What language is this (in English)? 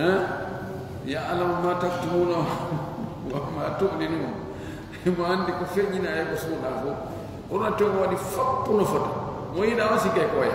Fula